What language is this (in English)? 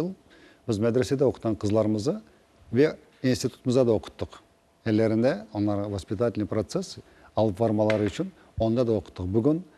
Crimean Tatar